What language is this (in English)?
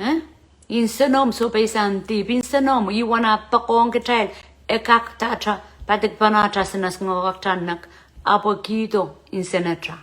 Pohnpeian